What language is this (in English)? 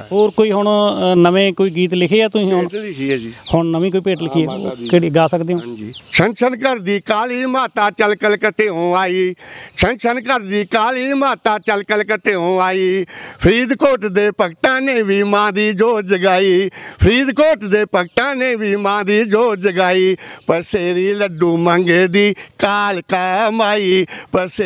Punjabi